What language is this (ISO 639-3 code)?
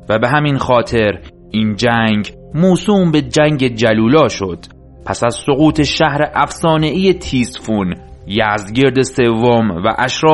fas